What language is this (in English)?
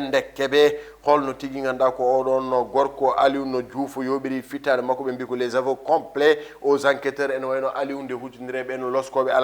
Fula